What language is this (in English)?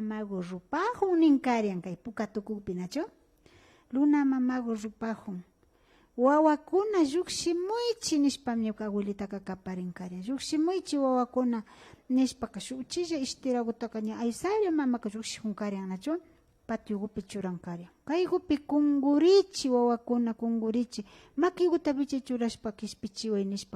Imbabura Highland Quichua